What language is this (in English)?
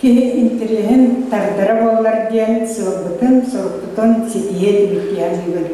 Yakut